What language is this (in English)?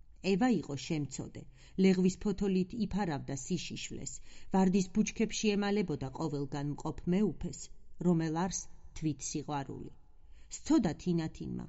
Georgian